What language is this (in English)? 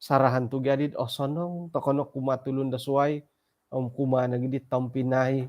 Central Dusun